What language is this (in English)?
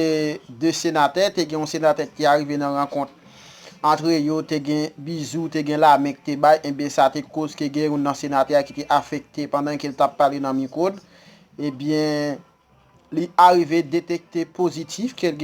Haitian Creole